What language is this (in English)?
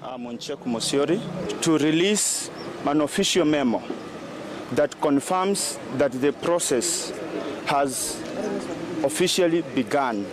Gusii